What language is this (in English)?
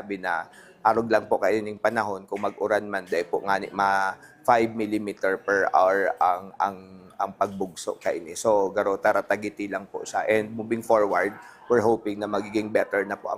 Bikol